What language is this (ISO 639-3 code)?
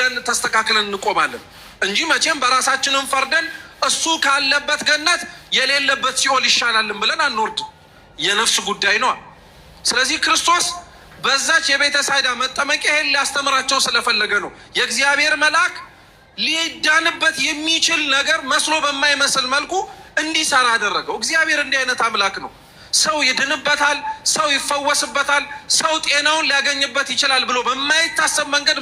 amh